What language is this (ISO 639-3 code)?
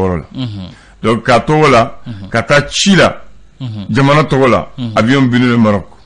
bam